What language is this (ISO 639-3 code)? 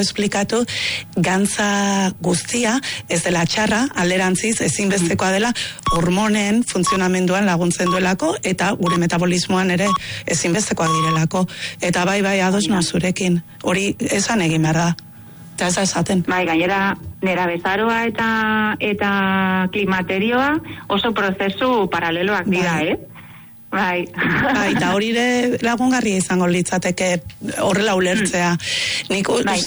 eus